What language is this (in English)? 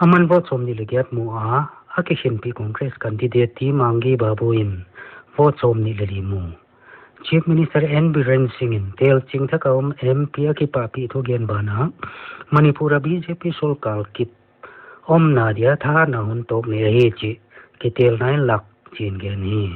Paite Chin